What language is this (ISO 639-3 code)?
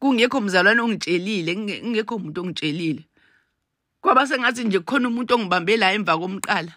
zul